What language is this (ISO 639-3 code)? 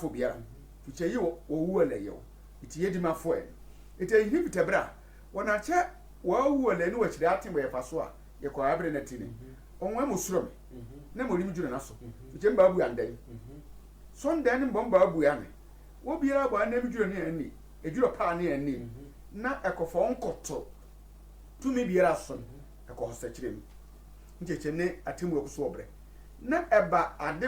sfw